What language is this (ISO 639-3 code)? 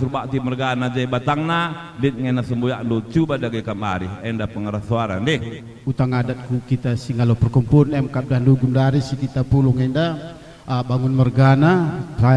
btx